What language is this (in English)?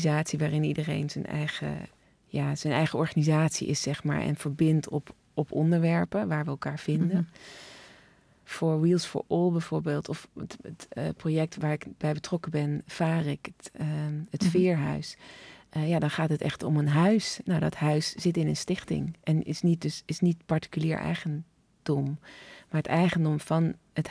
Dutch